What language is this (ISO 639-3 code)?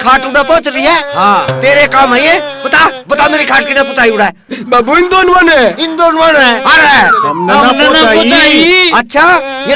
bgc